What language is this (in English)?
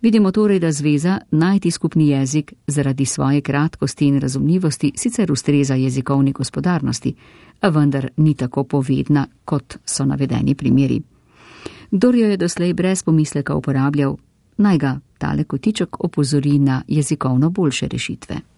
Slovenian